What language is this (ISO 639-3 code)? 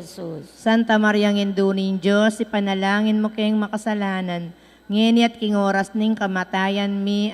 pam